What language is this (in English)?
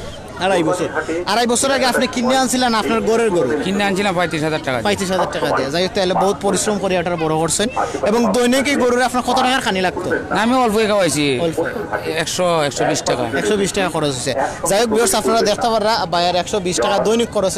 Sylheti